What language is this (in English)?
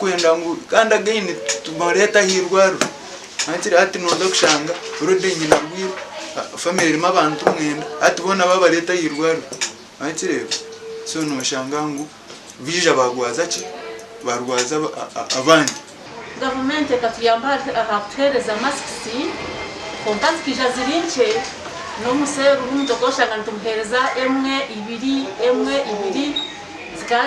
Nyankole